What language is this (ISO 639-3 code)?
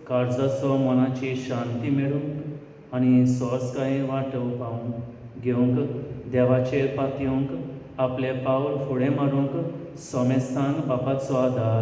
kok